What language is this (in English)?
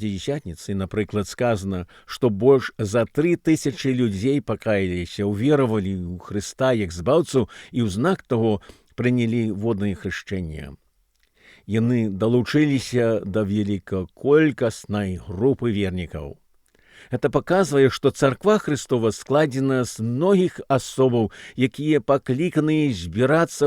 Belarusian